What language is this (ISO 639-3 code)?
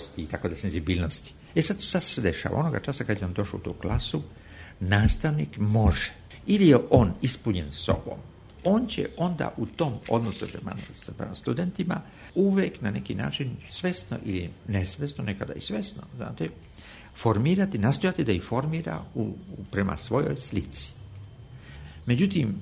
srp